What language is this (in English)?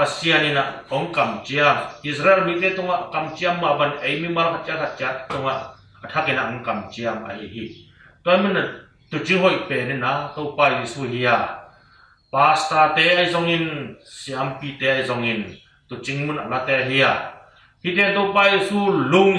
Tedim Chin